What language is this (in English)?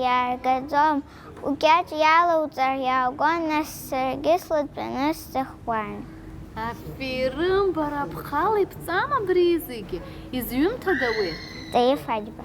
Abkhazian